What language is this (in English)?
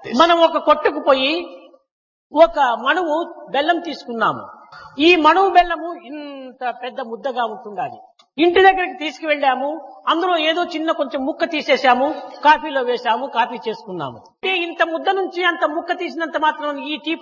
Telugu